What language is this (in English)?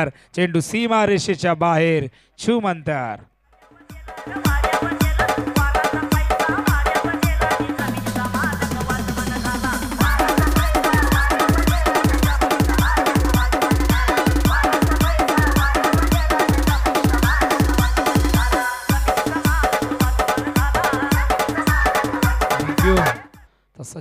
Marathi